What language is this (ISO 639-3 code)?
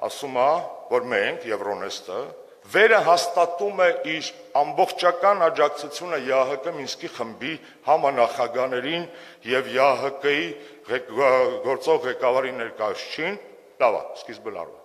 hye